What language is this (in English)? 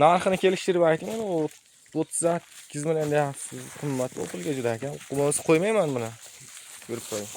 Uzbek